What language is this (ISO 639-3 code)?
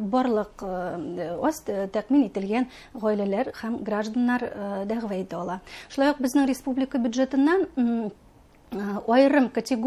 bak